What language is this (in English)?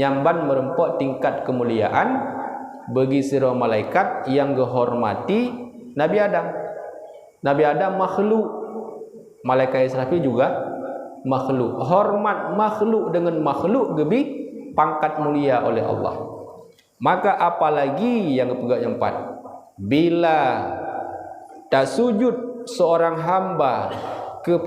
Achinese